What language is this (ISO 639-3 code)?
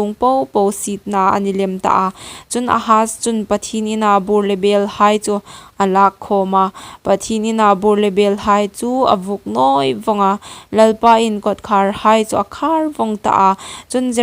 hmr